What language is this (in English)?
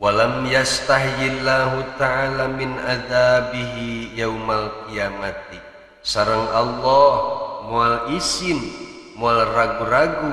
Sundanese